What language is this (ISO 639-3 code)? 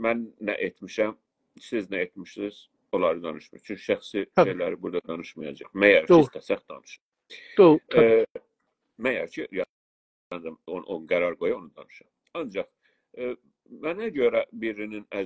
azb